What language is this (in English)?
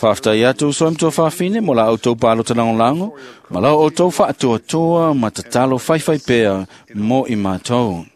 Samoan